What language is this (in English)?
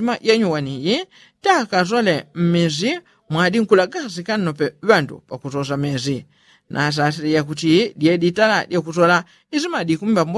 Yao